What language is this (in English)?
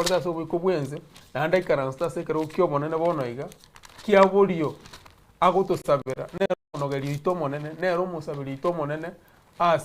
Gusii